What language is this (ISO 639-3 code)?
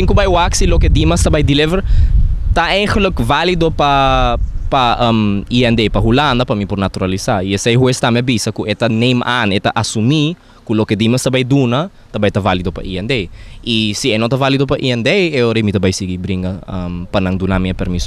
pap